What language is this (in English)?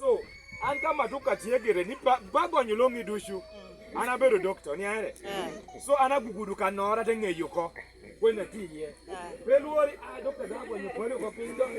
Lango (Uganda)